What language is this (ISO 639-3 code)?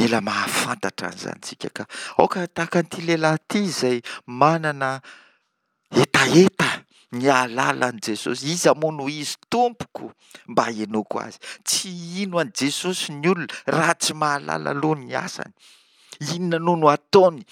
mlg